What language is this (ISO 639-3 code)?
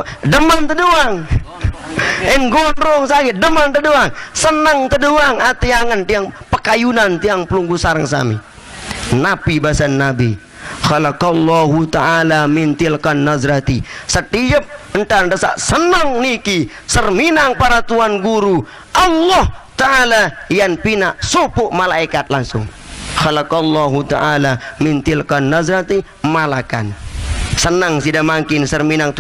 sas